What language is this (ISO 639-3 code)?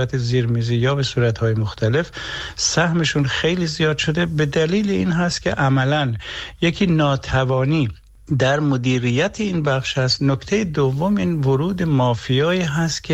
fas